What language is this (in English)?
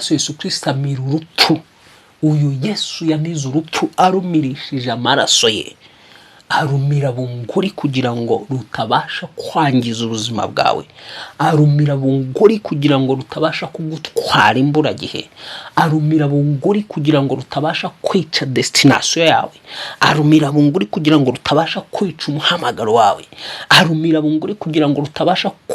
Kinyarwanda